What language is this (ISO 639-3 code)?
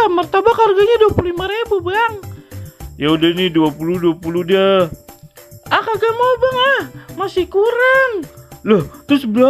bew